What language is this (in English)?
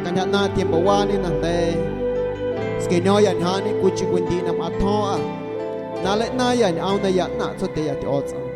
Guerrero Amuzgo